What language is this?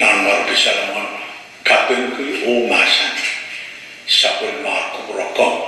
Pohnpeian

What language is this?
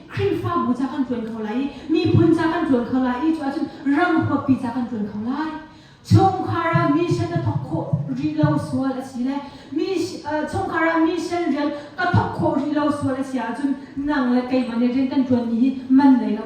Hakha Chin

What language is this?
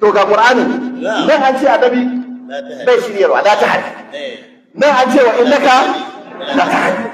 Hausa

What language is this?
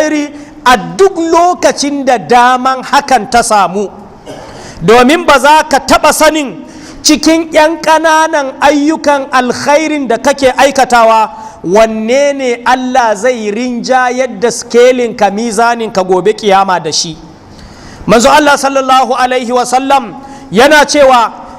Hausa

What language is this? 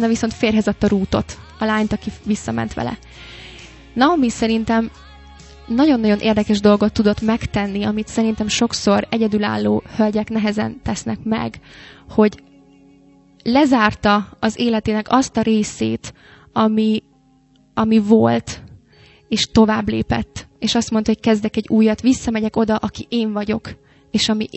Hungarian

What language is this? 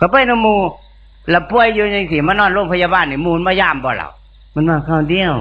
Northeastern Thai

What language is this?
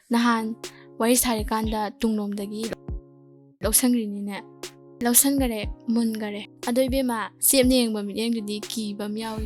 Manipuri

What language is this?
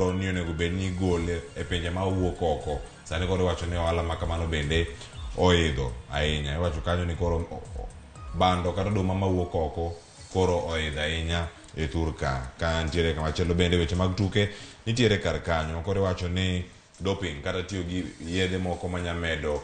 Luo (Kenya and Tanzania)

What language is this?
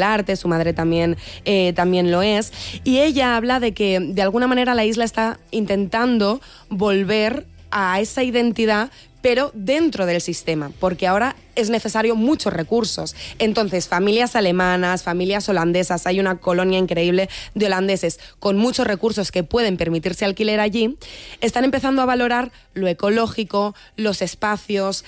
Spanish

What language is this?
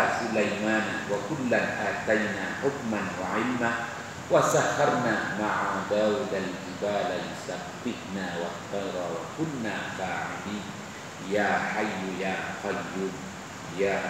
Malay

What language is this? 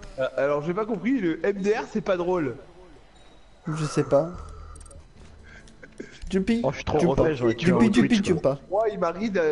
French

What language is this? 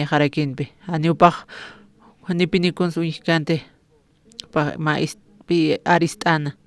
Aymara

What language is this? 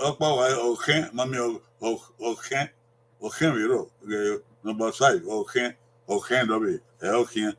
Bini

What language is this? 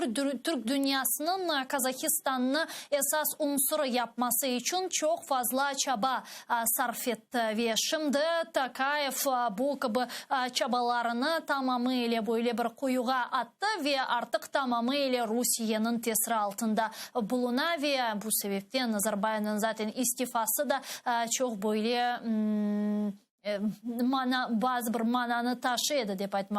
Crimean Tatar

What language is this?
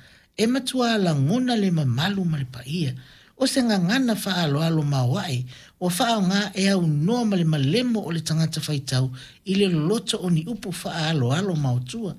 Samoan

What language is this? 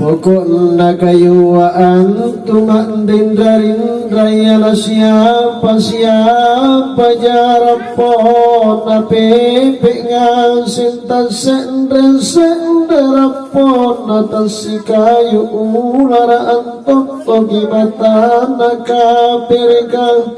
Makasar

